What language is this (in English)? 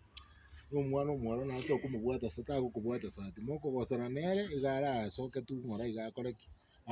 Gusii